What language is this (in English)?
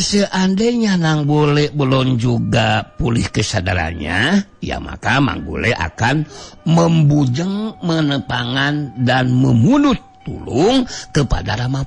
Sundanese